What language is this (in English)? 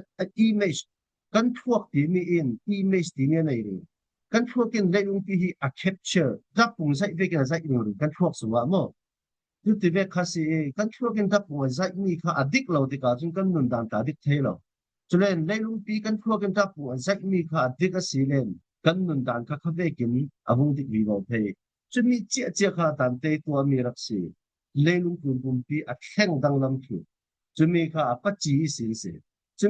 Falam Chin